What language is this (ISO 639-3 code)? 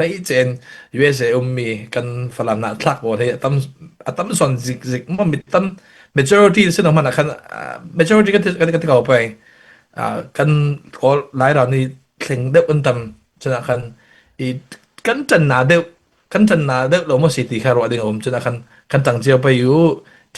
cfm